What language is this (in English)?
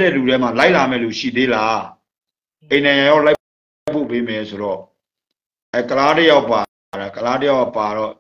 Burmese